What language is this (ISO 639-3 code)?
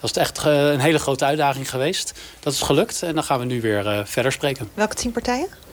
nld